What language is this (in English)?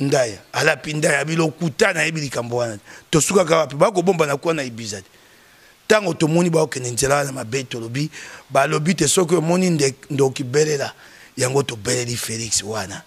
Lingala